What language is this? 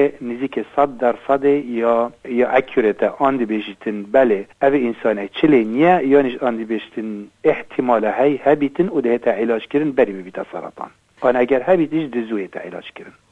Kurdish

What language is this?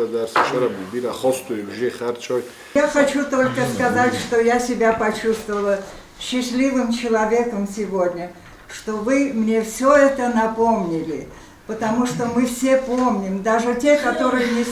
Ossetic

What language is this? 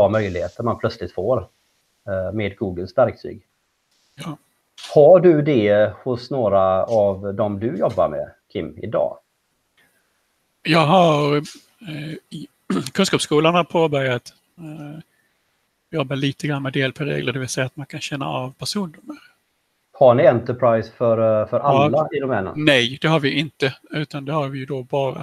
Swedish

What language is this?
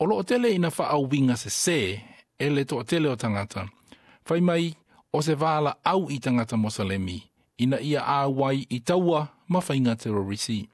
Samoan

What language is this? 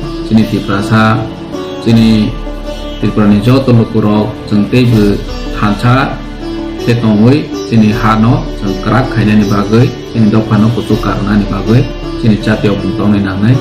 Kok Borok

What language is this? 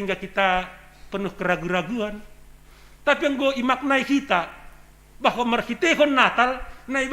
Batak Simalungun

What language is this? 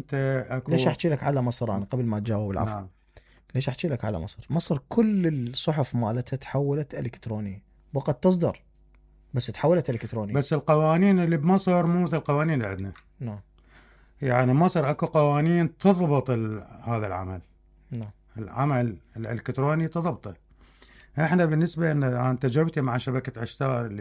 Mesopotamian Arabic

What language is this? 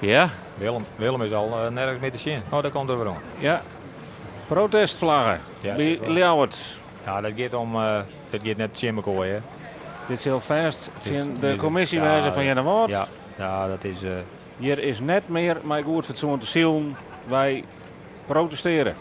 Western Frisian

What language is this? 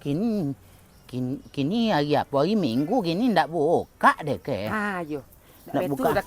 Minangkabau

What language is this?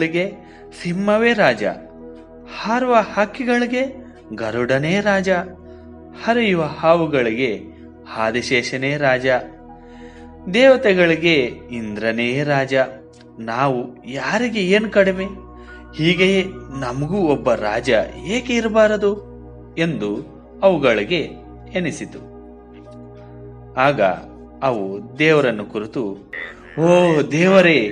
Kannada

